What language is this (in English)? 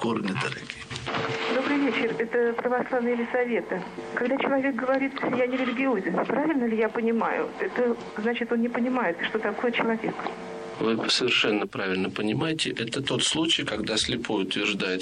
Russian